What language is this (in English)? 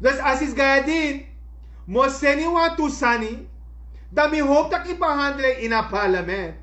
Sranan Tongo